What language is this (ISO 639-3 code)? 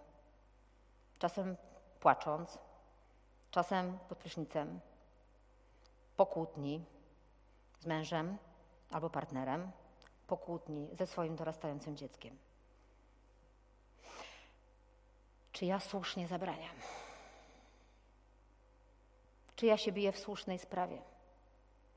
pol